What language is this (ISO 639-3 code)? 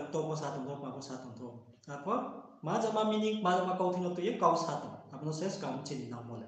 ria